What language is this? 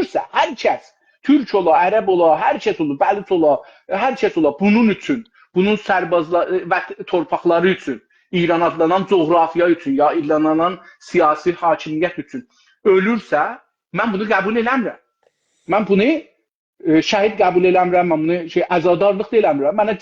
South Azerbaijani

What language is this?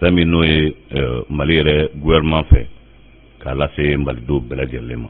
Bambara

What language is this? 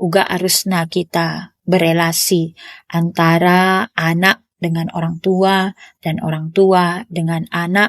Batak Karo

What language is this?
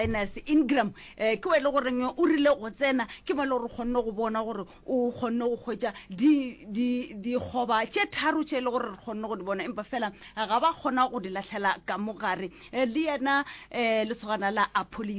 Northern Sotho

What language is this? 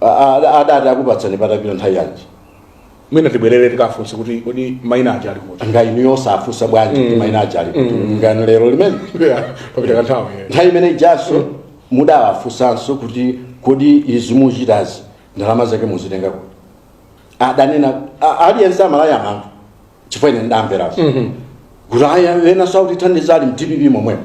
Nyanja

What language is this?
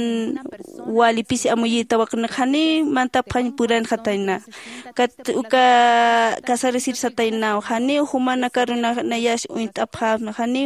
Aymara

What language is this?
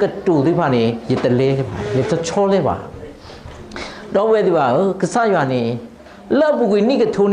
S'gaw Karen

